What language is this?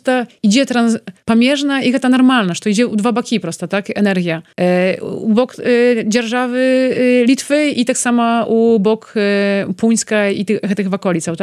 Belarusian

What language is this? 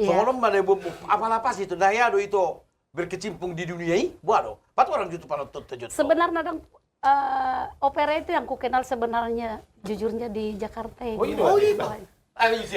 Batak Toba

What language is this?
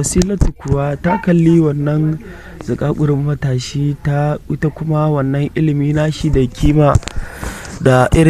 Hausa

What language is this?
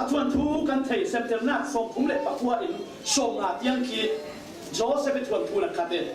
Falam Chin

